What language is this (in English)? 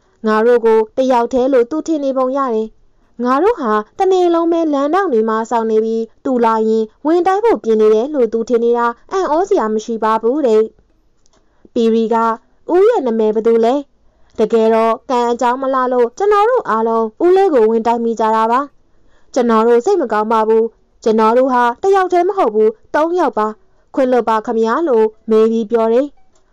Burmese